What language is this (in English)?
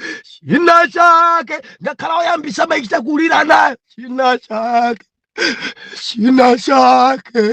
Nyanja